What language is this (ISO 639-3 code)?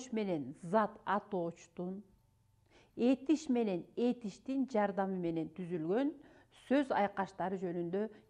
kir